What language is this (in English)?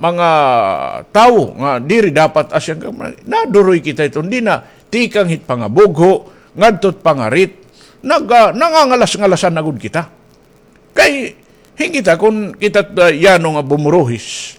Waray